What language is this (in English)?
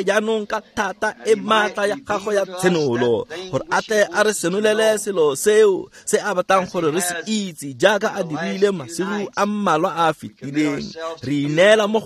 Tswana